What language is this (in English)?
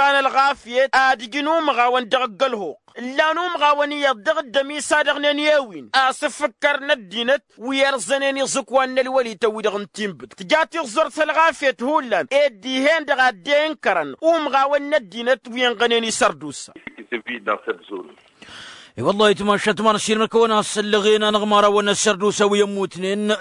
Tamasheq